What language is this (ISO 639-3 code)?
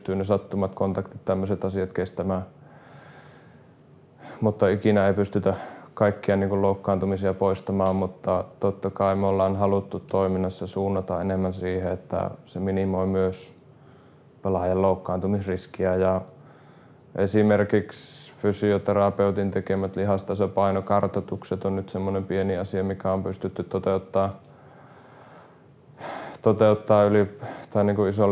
fin